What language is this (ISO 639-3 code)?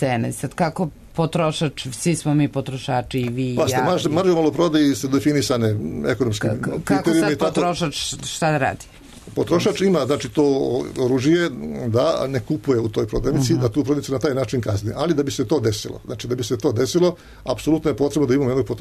srp